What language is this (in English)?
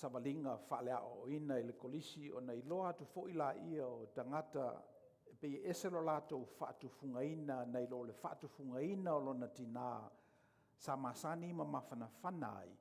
Samoan